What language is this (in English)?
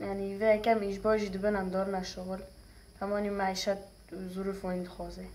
Kurdish